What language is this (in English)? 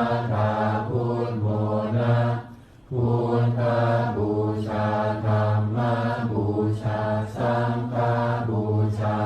Pali